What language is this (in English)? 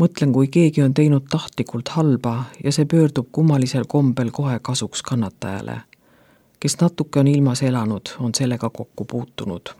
Estonian